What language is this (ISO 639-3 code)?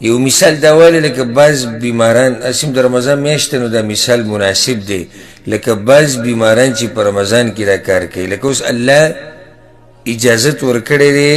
pus